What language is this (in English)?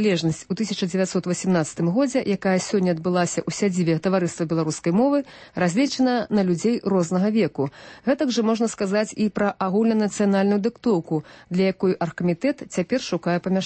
Belarusian